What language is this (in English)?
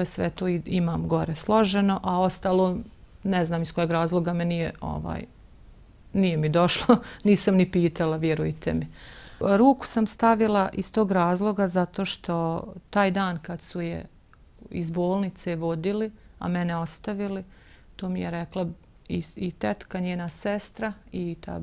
Bosnian